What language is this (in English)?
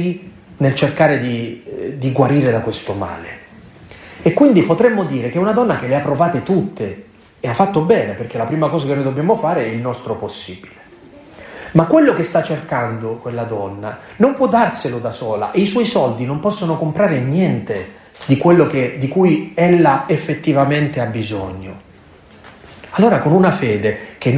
Italian